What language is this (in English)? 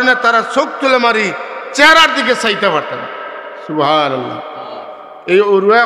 Sylheti